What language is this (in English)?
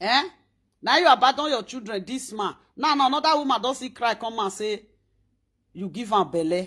Nigerian Pidgin